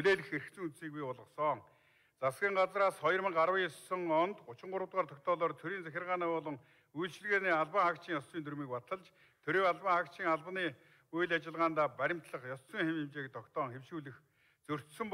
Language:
Mongolian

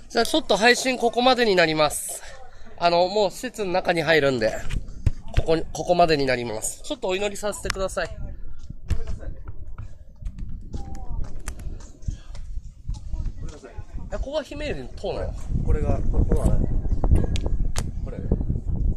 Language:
Japanese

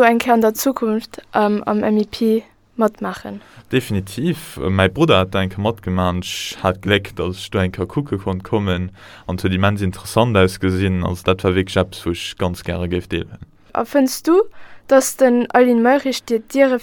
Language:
Luxembourgish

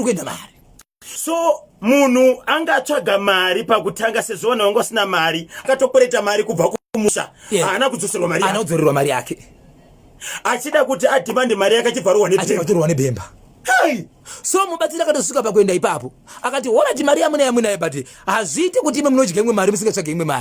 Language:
Shona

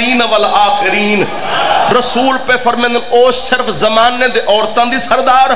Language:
Saraiki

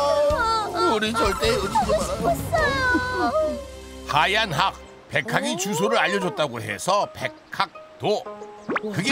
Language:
Korean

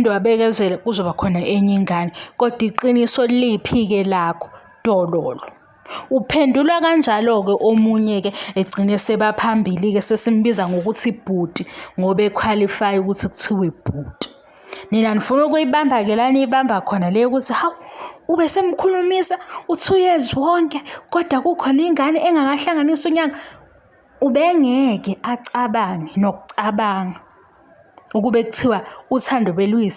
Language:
Zulu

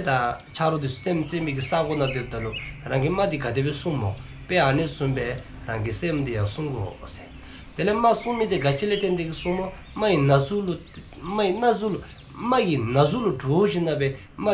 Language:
Dzongkha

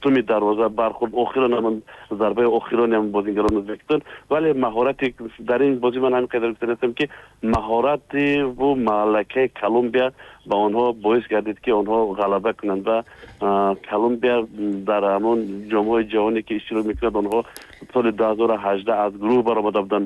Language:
Tajik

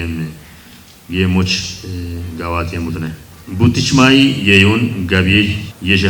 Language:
Kafa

